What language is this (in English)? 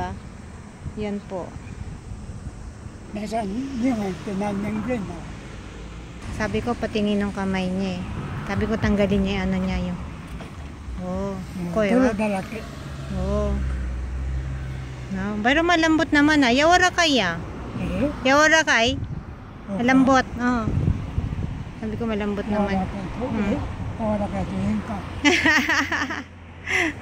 Filipino